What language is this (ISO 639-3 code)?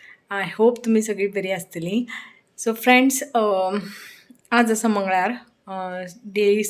kok